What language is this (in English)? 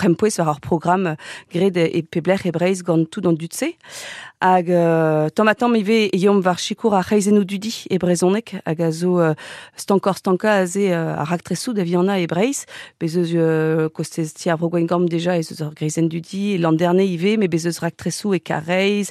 Breton